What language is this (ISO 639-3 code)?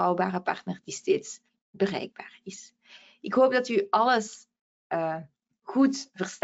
nld